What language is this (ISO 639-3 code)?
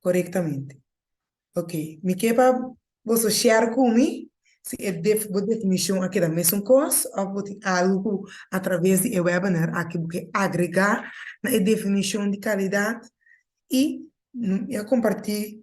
pap